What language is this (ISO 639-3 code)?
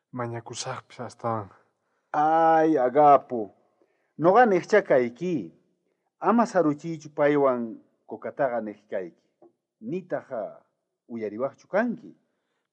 quh